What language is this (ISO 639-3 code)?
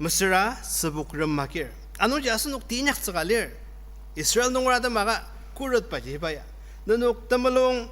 njo